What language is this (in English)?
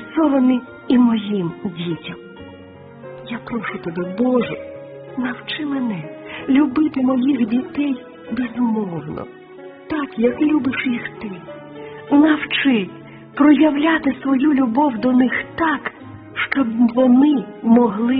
Ukrainian